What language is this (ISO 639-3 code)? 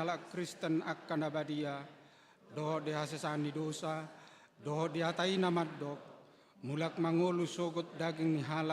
bbc